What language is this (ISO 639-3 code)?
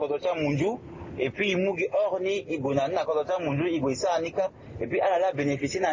sag